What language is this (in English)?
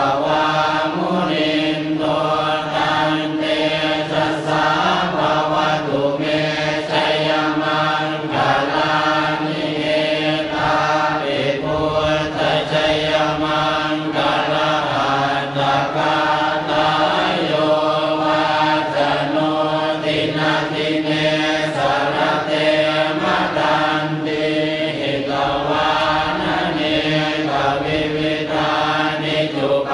Pali